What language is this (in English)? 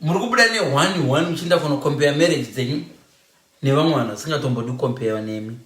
Shona